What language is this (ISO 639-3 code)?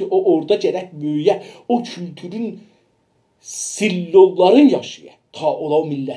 azb